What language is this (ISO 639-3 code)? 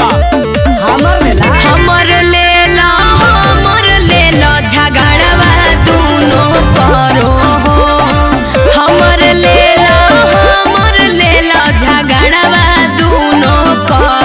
mag